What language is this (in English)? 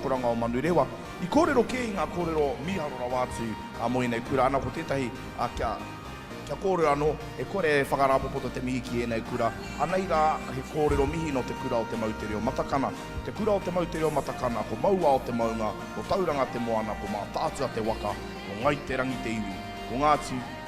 Māori